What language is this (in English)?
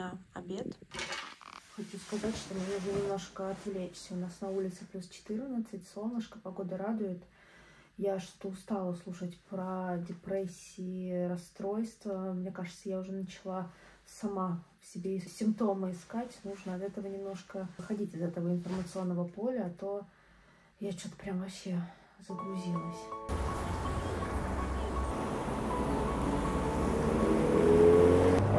Russian